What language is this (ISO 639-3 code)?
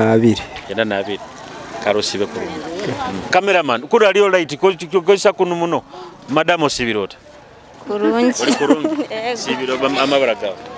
nyo